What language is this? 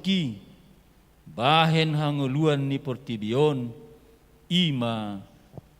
Batak Toba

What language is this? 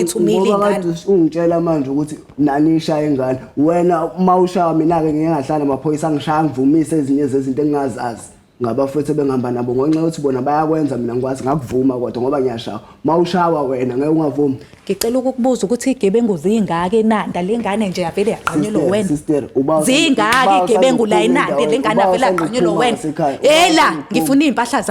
Zulu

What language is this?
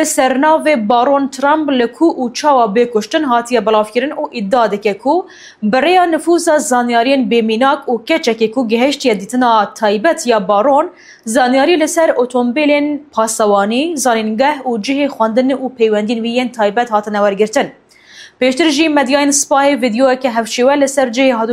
Kurdish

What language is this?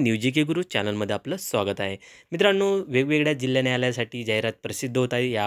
Marathi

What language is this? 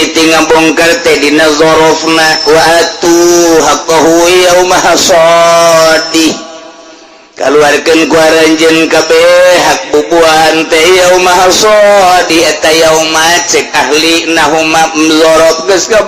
Sundanese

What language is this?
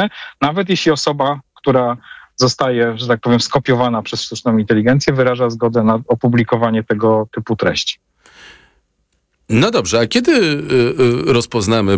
Polish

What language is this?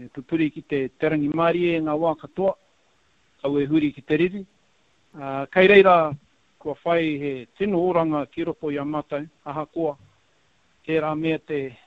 Māori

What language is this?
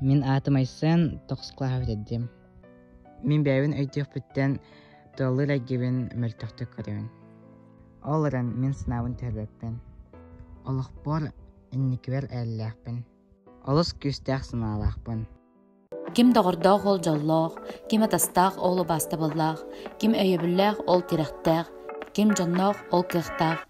Yakut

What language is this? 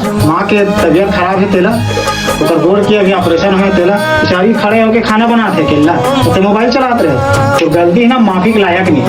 Chhattisgarhi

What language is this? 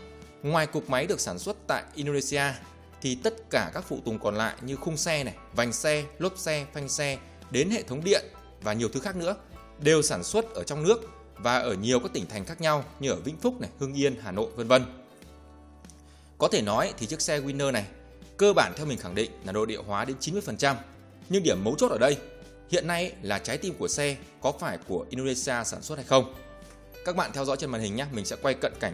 Vietnamese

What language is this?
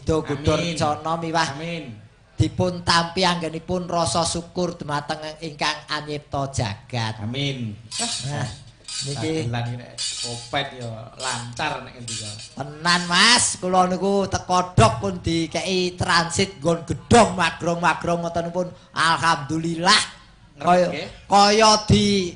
Javanese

